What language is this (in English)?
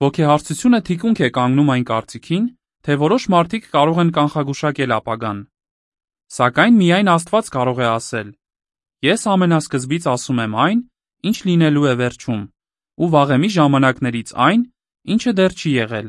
Armenian